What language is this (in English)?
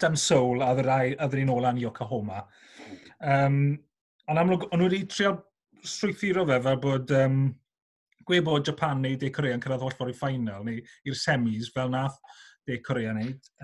Welsh